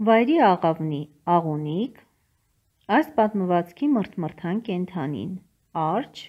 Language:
Armenian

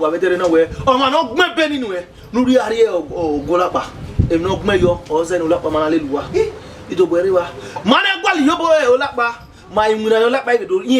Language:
Bini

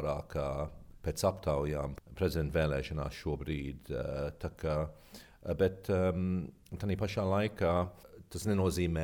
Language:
Latvian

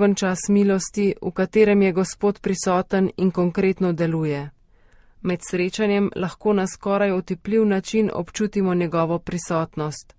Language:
Slovenian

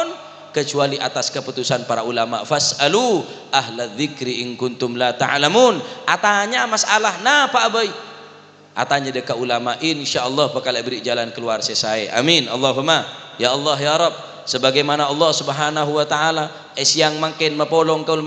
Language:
Madurese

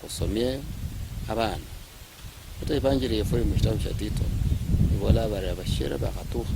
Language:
Luyia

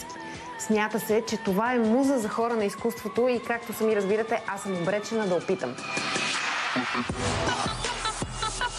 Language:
Bulgarian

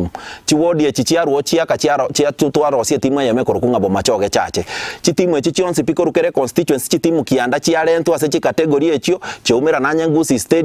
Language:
Gusii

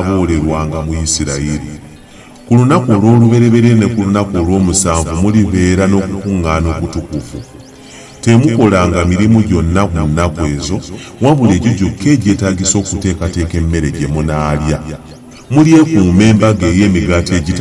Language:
Ganda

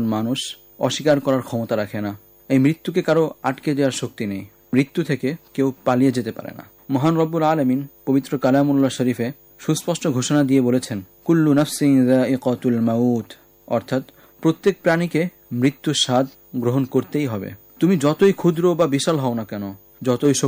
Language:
Bangla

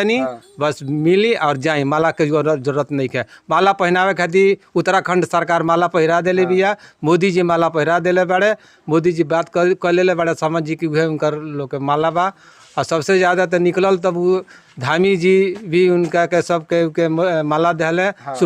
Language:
Bhojpuri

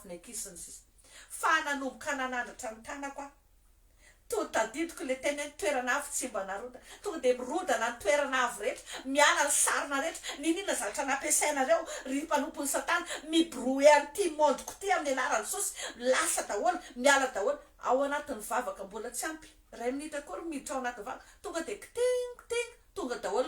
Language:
Malagasy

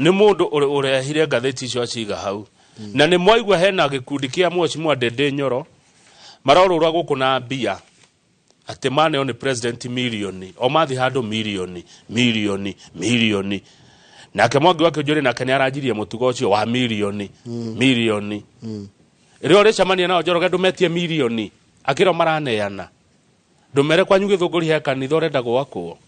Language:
Kikuyu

